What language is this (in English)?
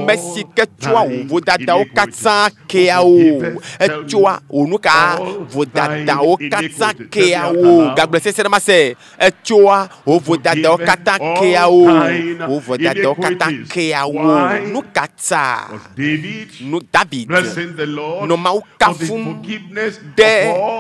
Ewe